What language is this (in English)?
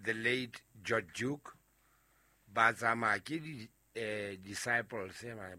Southern Sotho